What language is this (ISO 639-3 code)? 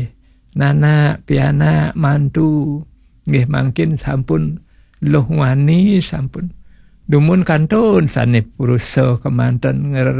ban